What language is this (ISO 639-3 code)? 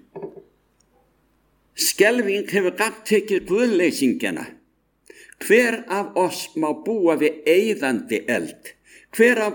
isl